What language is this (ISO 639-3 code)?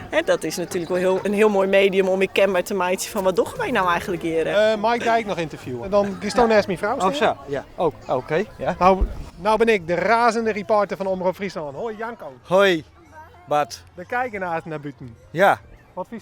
fry